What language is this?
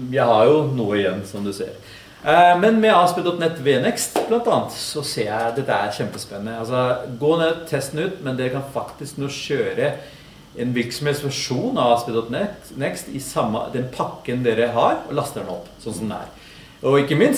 Norwegian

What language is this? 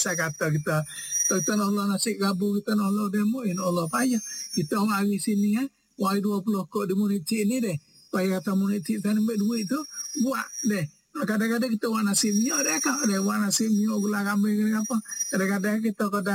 Malay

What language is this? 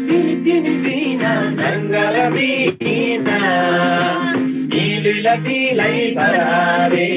Eastern Tamang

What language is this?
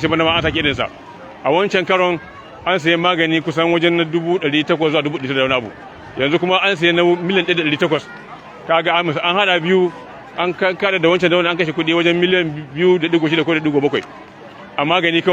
Hausa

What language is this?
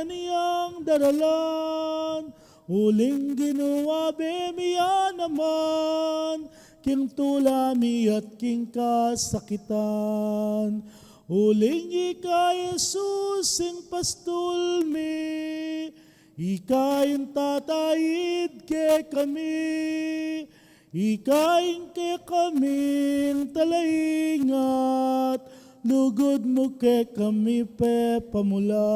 Pampanga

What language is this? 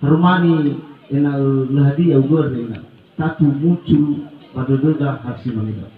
Nias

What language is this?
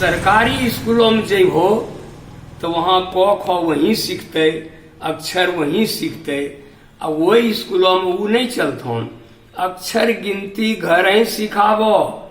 Angika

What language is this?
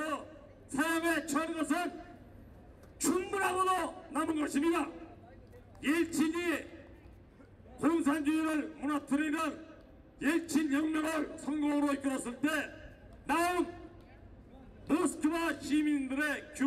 Korean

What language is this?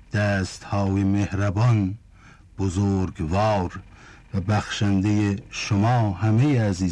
Persian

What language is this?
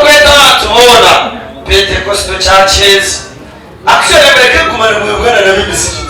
Nyankole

